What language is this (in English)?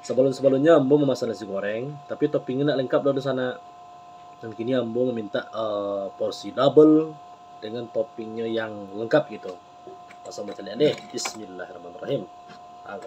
Minangkabau